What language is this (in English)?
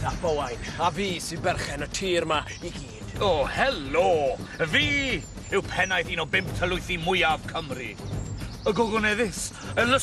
Welsh